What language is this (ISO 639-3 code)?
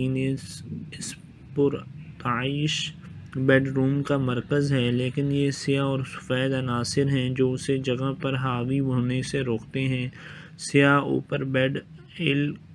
urd